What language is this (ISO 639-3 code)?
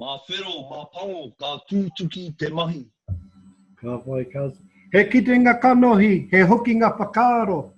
mri